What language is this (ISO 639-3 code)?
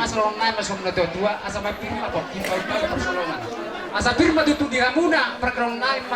bbc